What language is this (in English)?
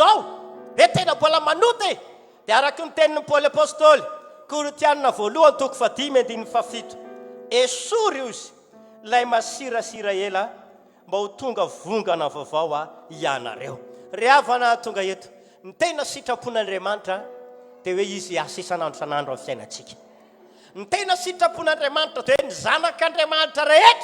Malagasy